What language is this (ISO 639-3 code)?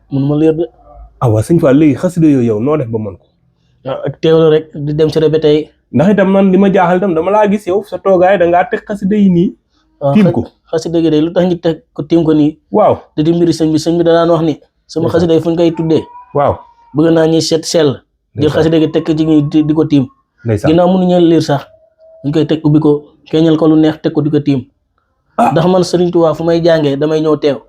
wol